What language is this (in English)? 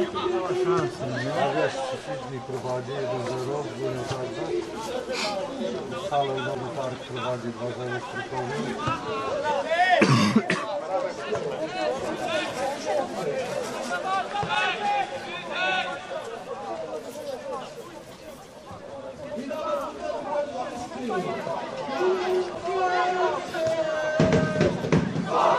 Polish